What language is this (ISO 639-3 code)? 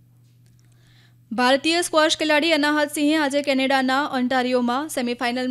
guj